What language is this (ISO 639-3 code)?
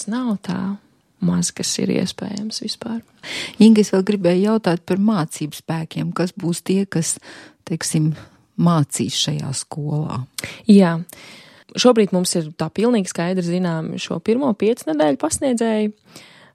lav